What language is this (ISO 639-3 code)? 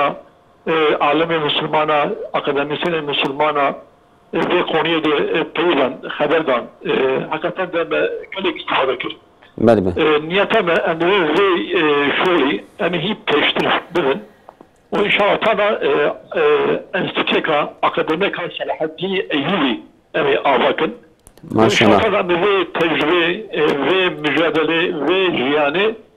kur